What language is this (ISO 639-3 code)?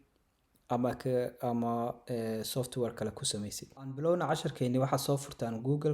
som